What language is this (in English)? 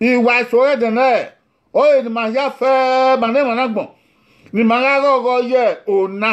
Bini